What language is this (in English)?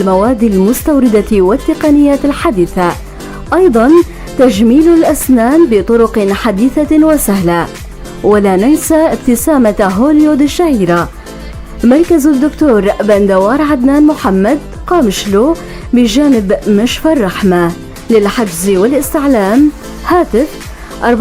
North Levantine Arabic